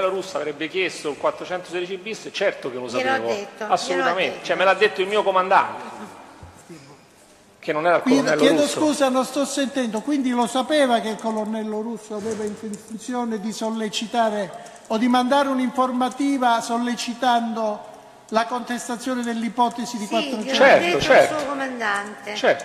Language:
Italian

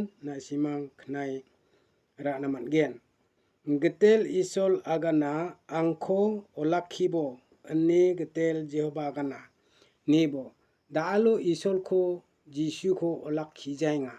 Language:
Garo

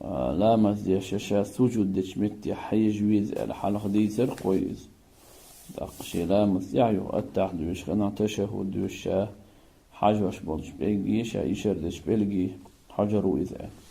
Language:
Chechen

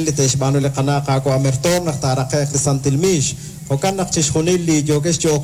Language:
Kekchí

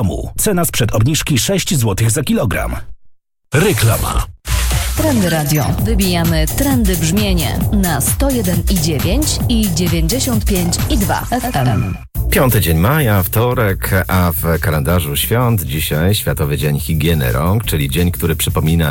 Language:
Polish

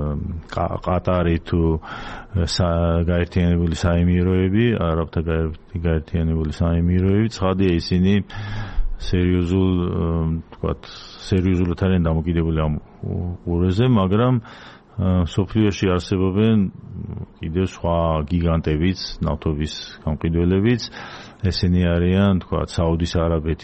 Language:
Georgian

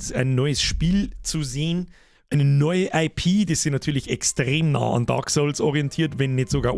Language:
Bavarian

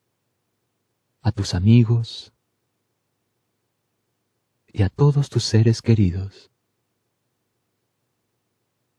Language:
Spanish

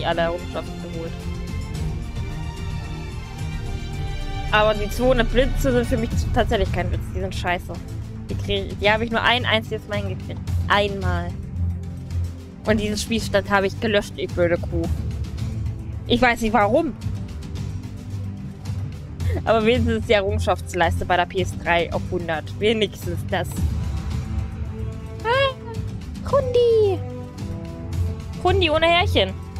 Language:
German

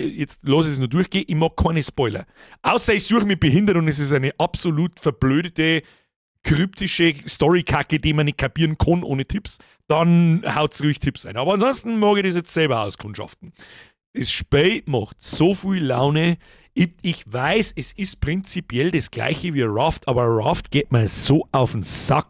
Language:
Bavarian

